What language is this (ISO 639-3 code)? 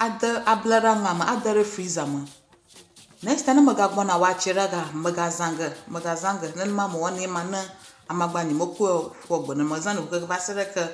ewe